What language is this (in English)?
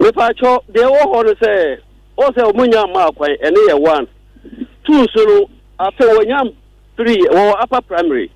Akan